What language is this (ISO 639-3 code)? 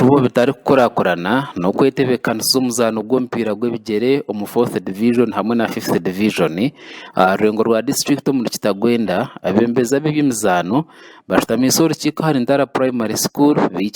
nyn